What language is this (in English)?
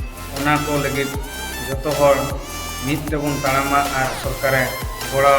Santali